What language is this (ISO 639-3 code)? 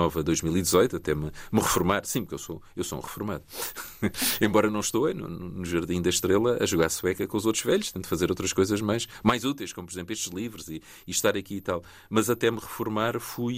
por